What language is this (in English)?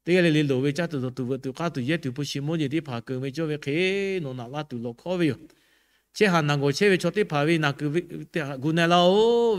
Lahu